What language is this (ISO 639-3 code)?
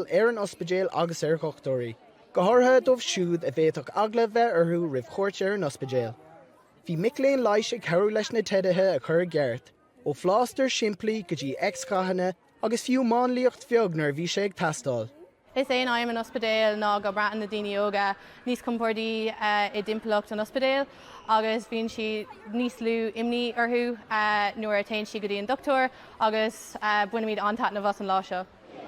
gle